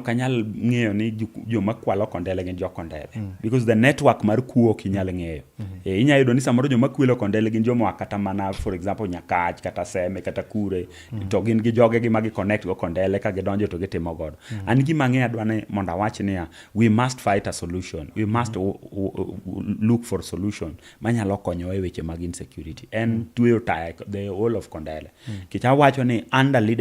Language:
Luo (Kenya and Tanzania)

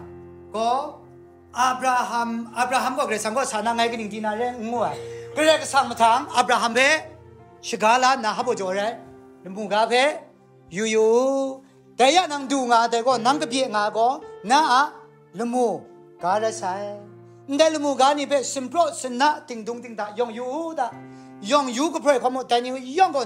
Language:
Kachin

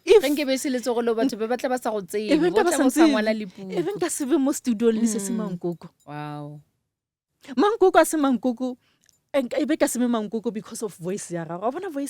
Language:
Northern Sotho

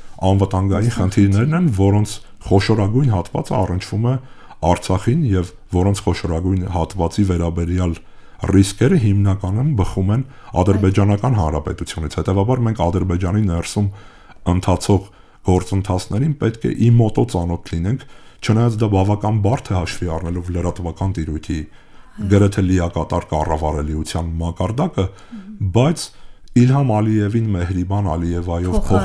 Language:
Armenian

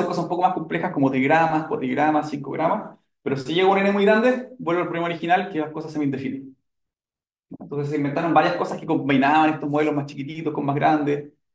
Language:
Spanish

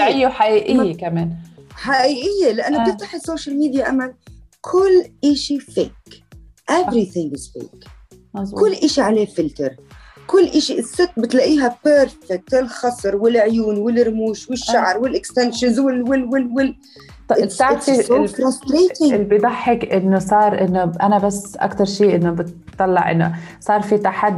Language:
North Levantine Arabic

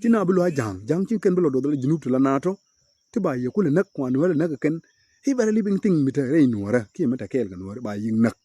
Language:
Nuer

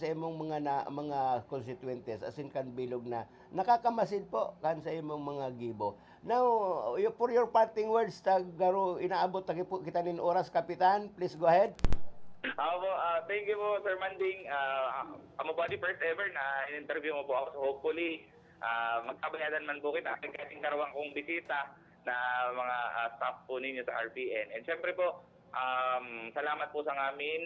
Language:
Bikol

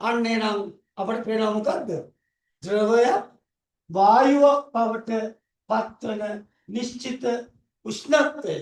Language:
Sinhala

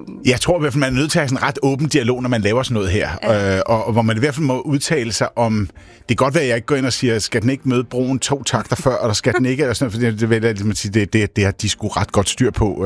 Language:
Danish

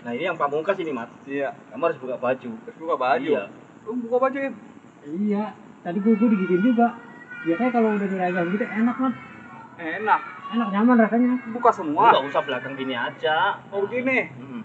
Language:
Betawi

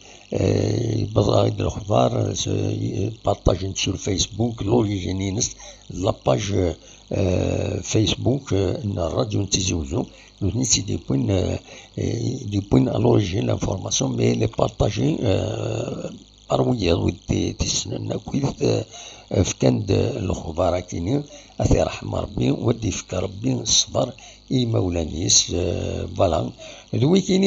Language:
Kabyle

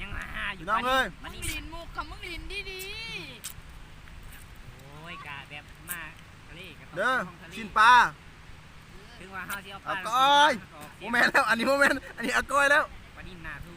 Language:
Lao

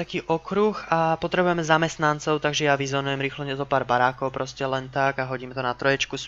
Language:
Slovak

